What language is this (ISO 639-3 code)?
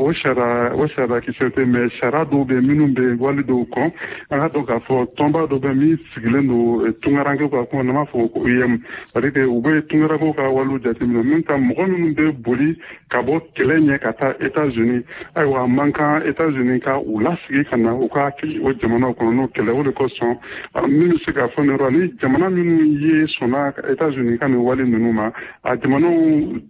bam